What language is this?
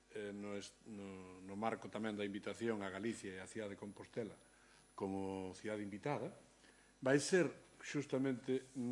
Galician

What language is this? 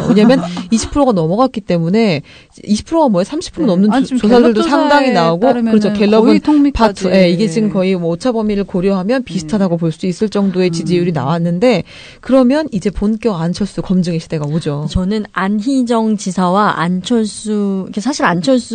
Korean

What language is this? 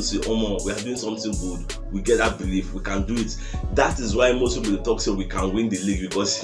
Nigerian Pidgin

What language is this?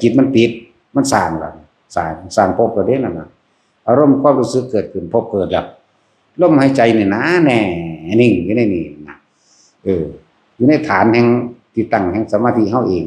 Northeastern Thai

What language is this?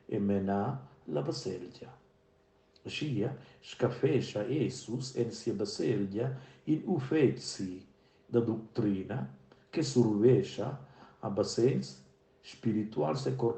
Romansh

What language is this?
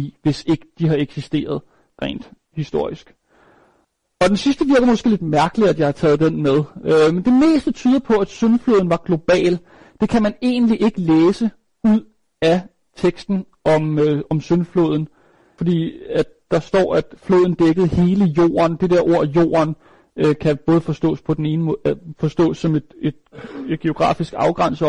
Danish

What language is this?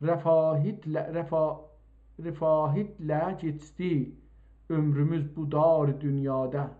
South Azerbaijani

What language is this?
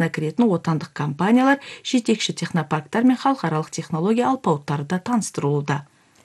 Kazakh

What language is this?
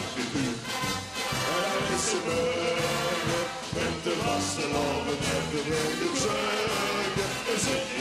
Limburgish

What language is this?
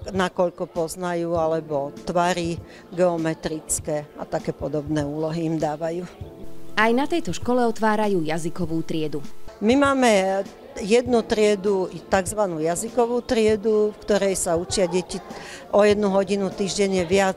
Slovak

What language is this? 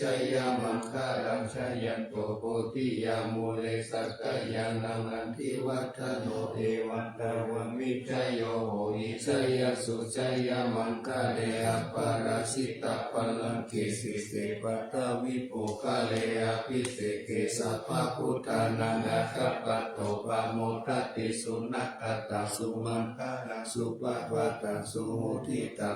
Pali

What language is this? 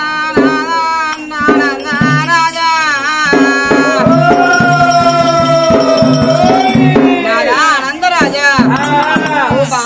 Telugu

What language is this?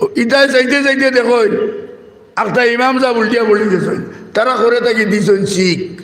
Sylheti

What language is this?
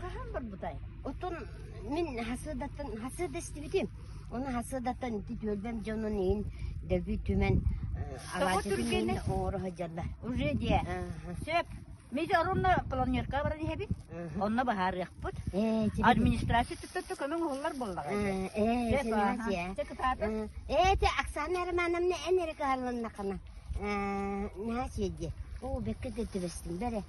Yakut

